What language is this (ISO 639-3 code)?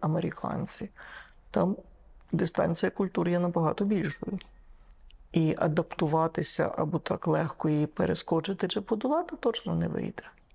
ukr